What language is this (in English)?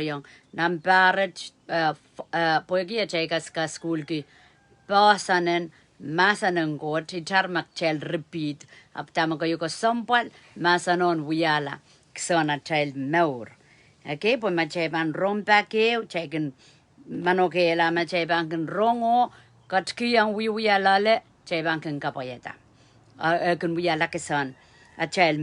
Pohnpeian